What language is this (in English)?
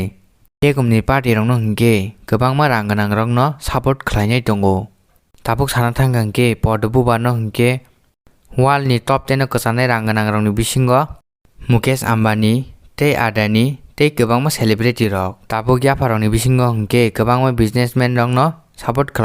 Kok Borok